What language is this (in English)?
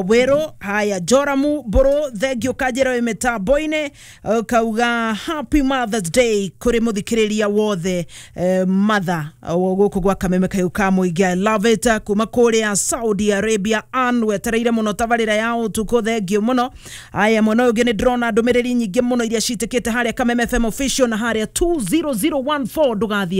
Kikuyu